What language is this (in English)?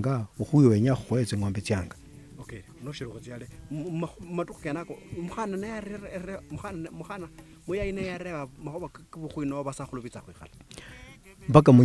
Luyia